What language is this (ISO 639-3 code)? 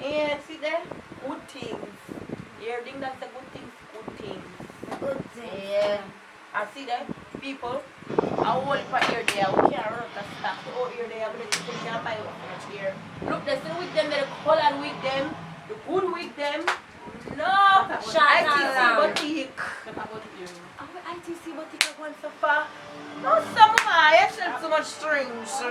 jam